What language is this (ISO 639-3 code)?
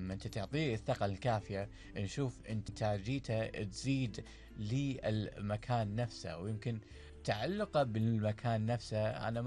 afb